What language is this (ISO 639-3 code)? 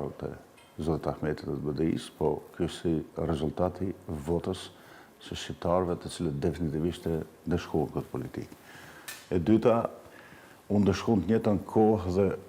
sqi